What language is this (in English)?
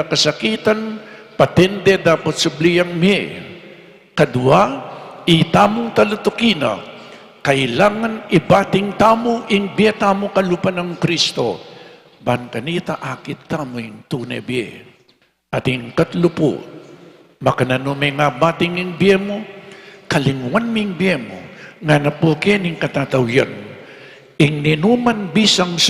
Pampanga